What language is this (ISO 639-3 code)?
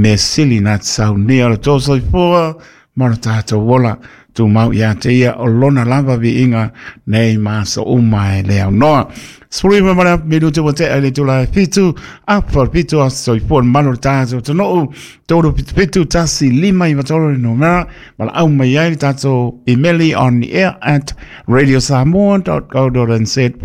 smo